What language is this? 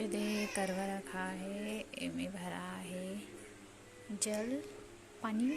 Chhattisgarhi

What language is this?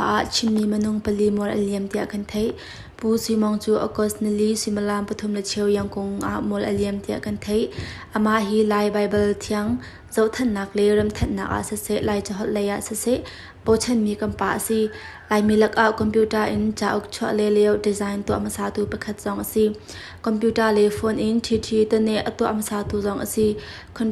Hakha Chin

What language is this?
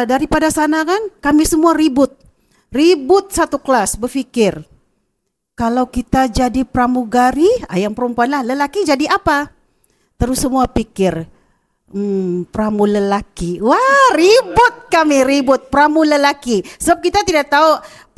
Malay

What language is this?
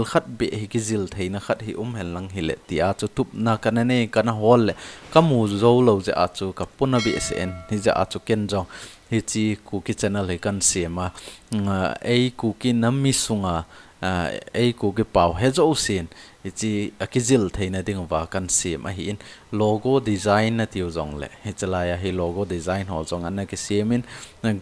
Thado Chin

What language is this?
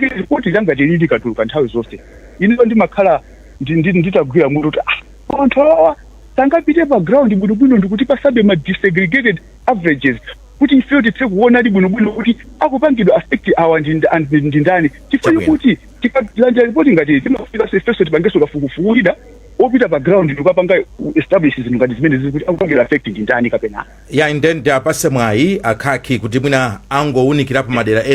Nyanja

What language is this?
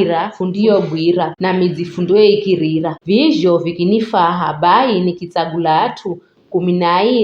Giryama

